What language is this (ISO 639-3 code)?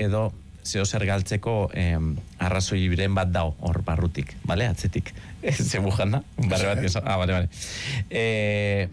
eus